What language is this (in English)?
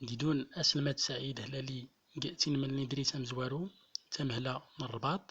Central Atlas Tamazight